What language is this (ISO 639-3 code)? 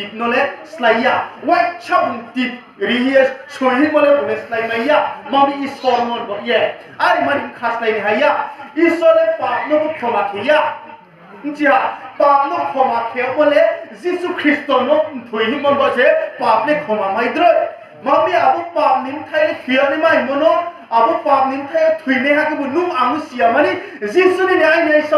ria